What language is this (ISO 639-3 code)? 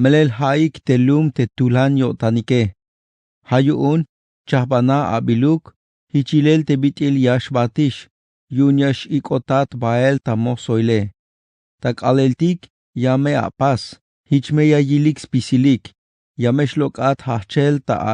tzh